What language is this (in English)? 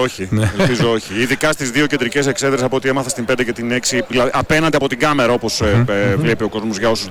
Greek